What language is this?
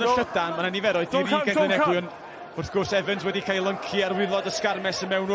Welsh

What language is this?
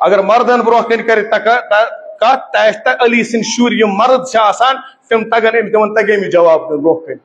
Kashmiri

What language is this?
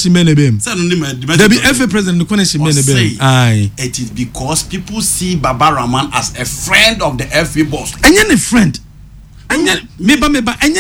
Akan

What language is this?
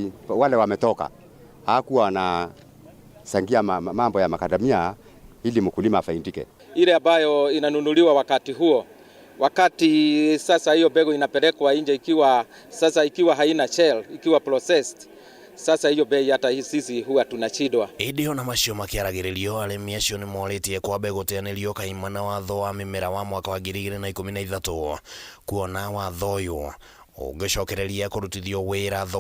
Kikuyu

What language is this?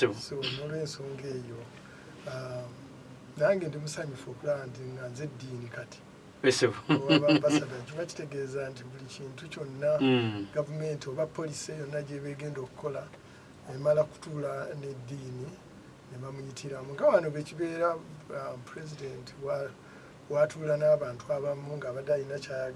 Ganda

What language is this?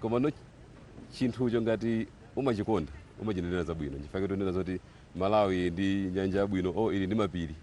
Nyanja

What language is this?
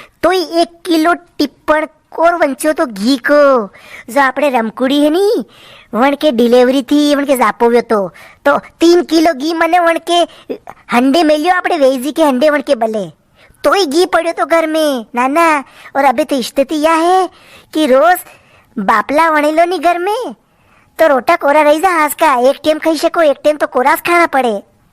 Rajasthani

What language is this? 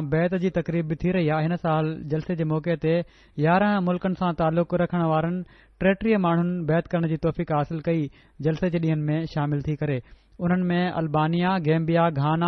Sindhi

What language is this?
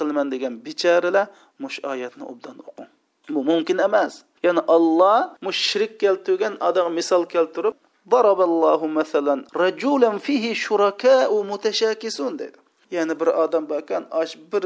Uyghur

